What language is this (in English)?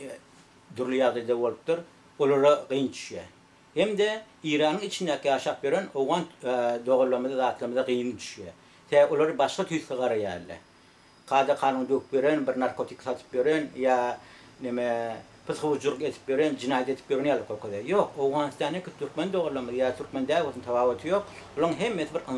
Turkmen